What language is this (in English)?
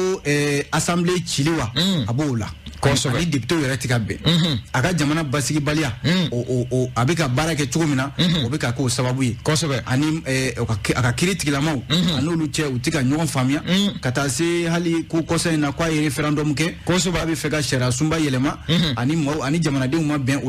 Bambara